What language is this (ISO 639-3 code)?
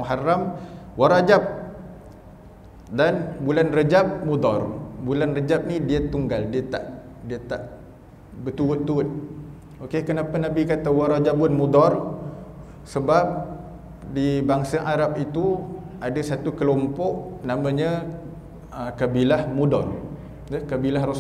msa